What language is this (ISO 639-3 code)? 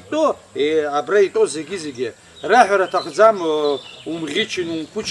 abk